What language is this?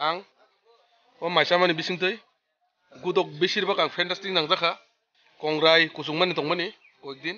Kok Borok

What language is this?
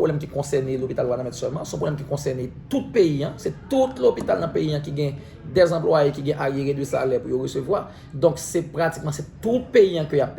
Haitian Creole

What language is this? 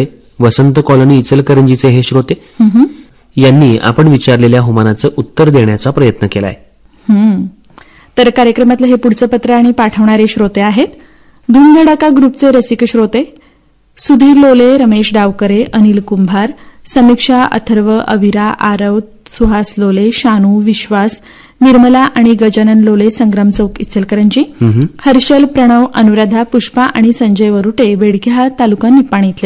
Marathi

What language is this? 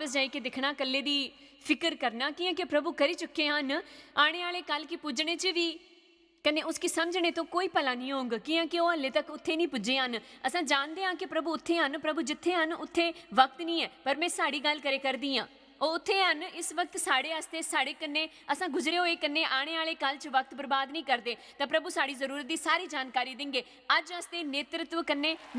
Dogri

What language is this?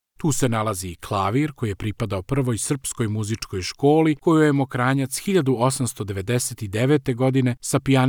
Serbian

